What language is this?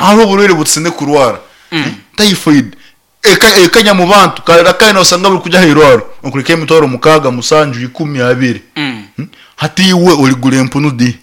Nyankole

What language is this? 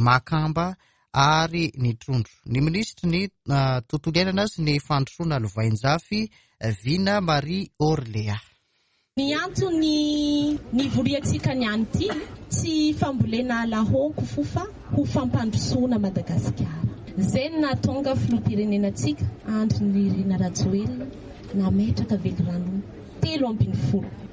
Malagasy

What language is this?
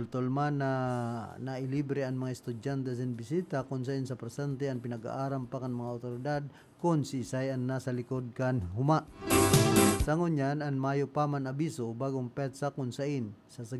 Bikol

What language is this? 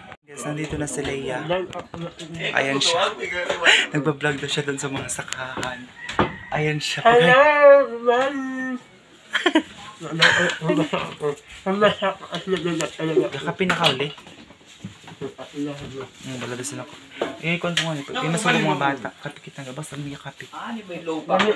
Filipino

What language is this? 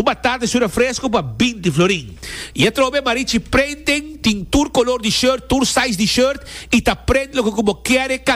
Papiamento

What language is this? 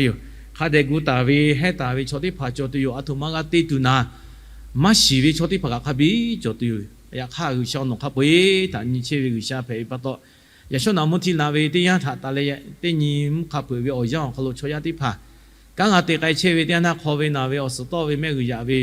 Lahu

